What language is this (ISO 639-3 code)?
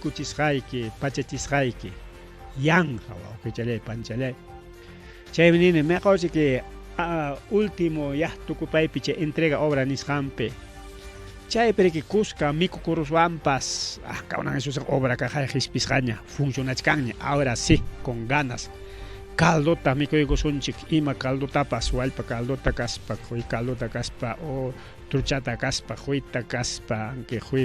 quy